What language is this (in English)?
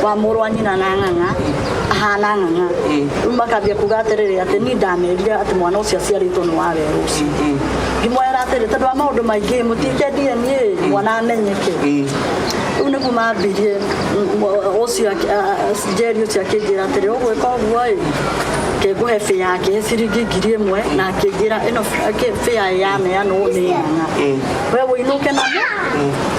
Kikuyu